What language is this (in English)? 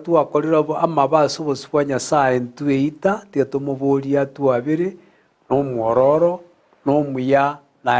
Gusii